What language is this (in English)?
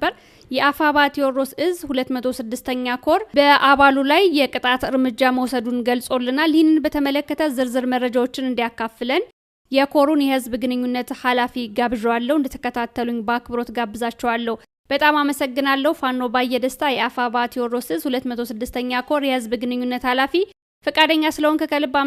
Amharic